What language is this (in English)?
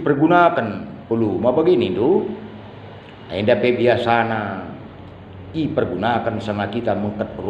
Batak Karo